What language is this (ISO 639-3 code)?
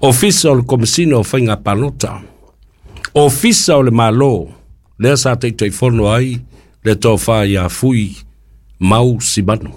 smo